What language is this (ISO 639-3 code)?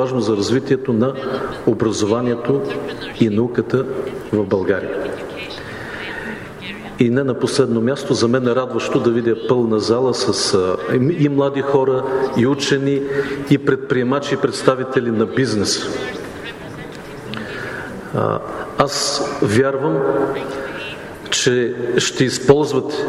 bul